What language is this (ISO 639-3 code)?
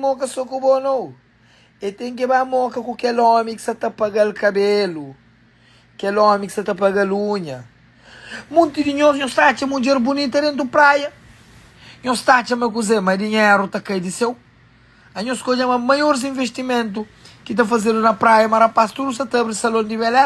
kea